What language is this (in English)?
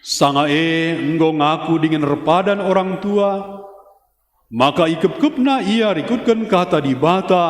Batak Karo